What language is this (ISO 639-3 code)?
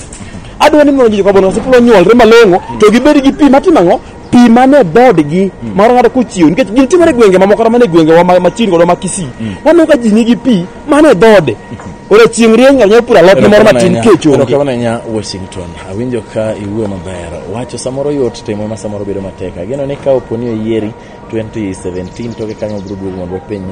luo